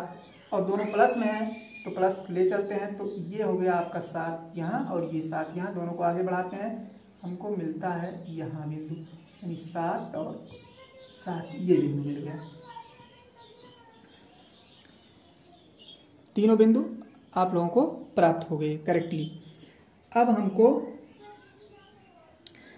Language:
Hindi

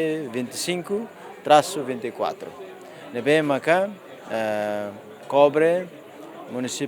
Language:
Tetum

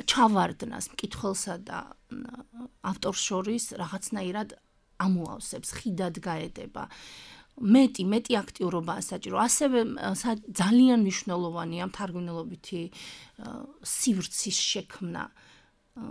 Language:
Georgian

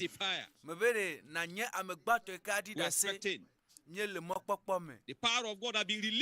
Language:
Ewe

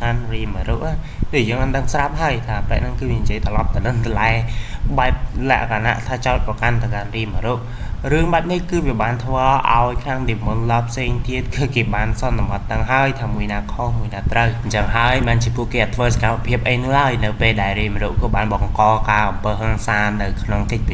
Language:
Khmer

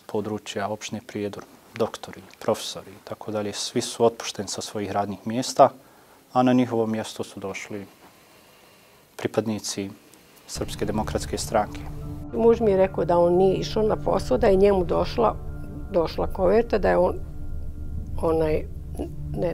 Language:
Bosnian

